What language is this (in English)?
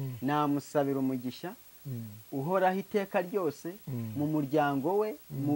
Kinyarwanda